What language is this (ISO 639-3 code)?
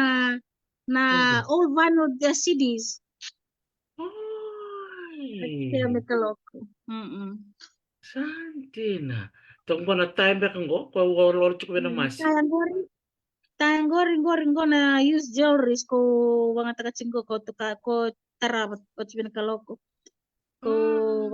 fij